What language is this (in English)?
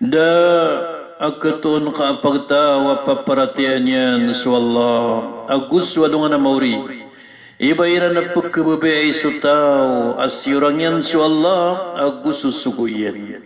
Maranao